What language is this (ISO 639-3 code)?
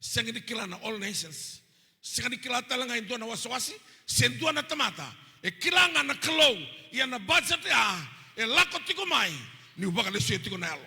fij